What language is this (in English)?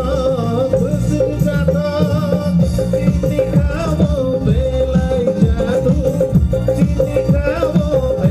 Kok Borok